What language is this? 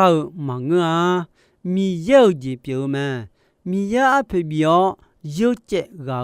Akha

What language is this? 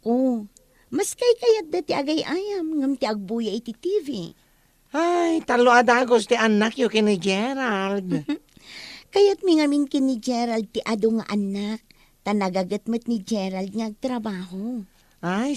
Iloko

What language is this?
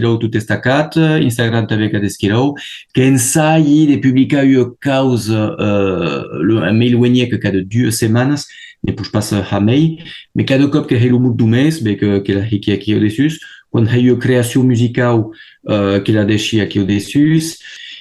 Occitan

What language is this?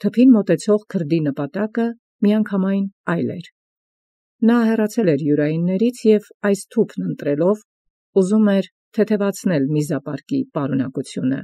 Armenian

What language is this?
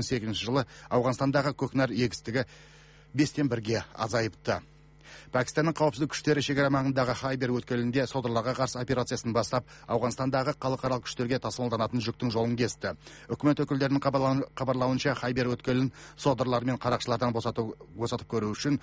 Kazakh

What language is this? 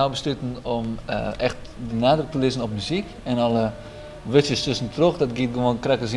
Western Frisian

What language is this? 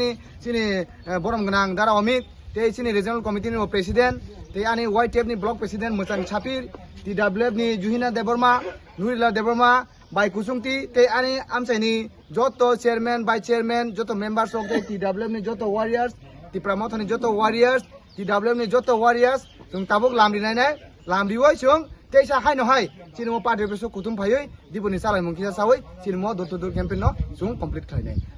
Kok Borok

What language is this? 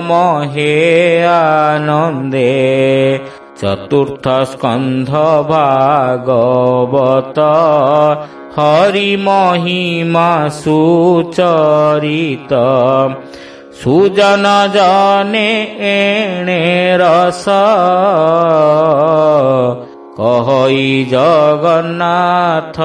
Odia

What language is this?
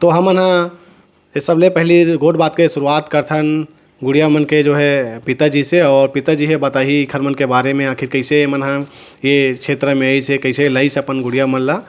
Chhattisgarhi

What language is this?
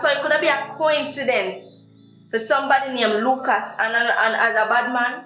Jamaican Creole English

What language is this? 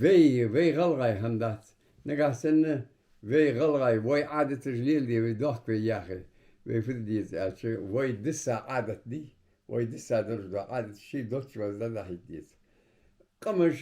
Ingush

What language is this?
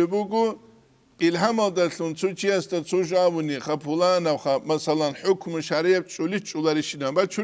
Avaric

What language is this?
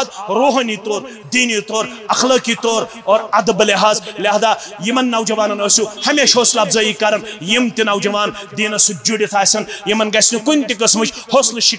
Kashmiri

